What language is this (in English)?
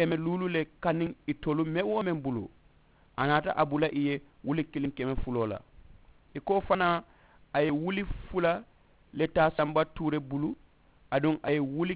Mandingo